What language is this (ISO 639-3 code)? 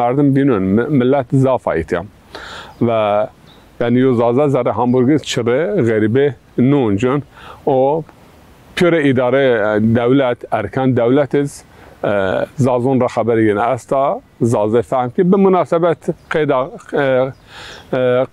zza